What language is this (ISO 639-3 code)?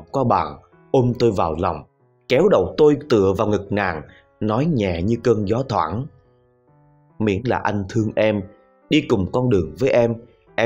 vie